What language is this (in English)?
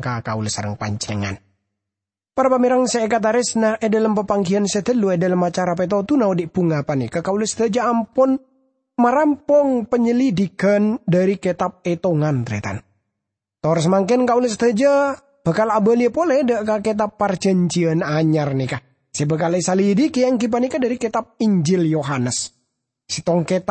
Madurese